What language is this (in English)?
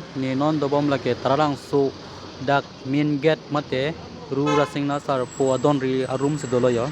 Karbi